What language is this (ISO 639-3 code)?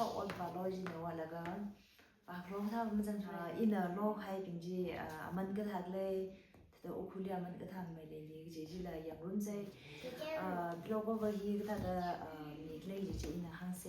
nmf